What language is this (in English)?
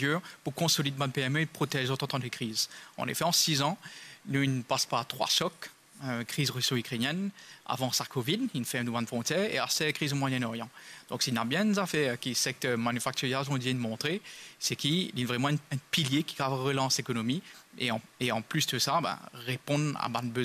Morisyen